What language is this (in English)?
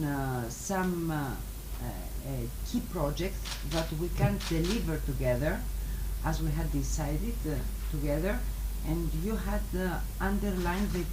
Tswana